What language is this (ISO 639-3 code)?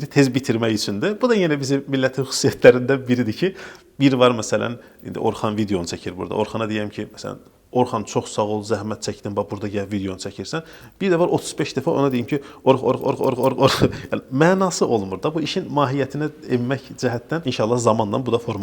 aze